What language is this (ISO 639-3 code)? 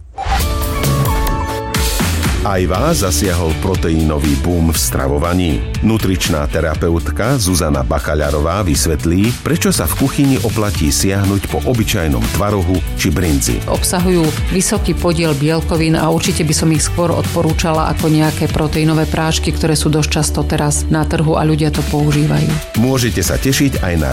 slk